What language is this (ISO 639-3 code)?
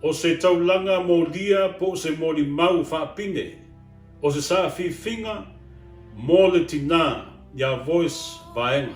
smo